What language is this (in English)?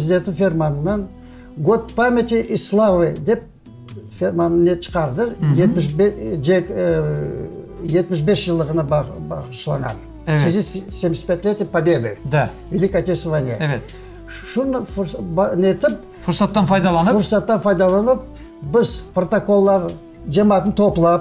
Crimean Tatar